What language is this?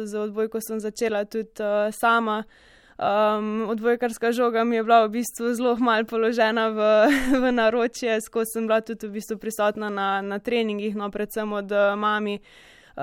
Slovenian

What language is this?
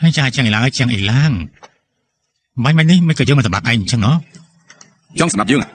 Khmer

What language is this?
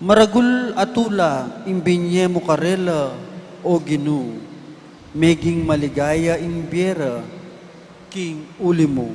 Pampanga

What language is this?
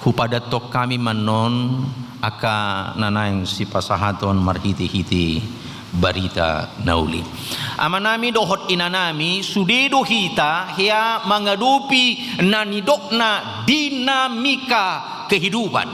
Batak Toba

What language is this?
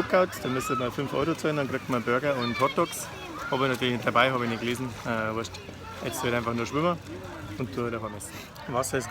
Bavarian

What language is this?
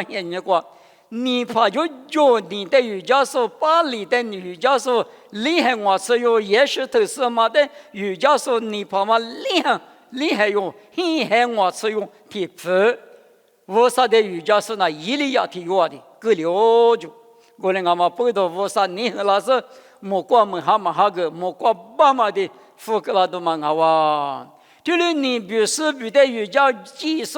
Lisu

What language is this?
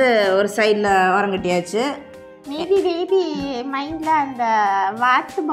Tamil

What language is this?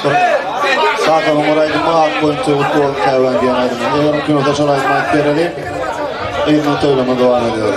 Turkmen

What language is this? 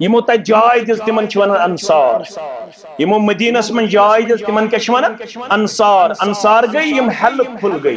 Kashmiri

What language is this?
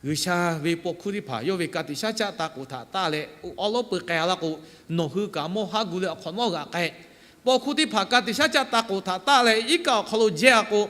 Lahu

